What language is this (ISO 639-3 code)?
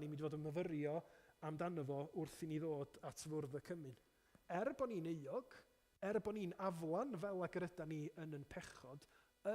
cym